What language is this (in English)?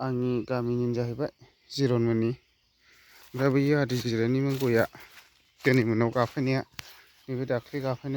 Bodo